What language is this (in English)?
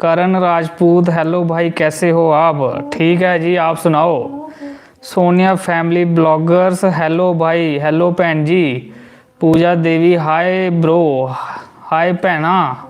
Dogri